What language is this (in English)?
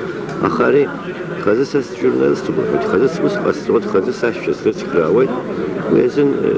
Abkhazian